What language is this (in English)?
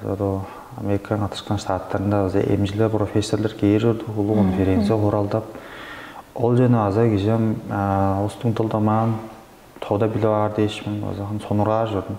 Tuvinian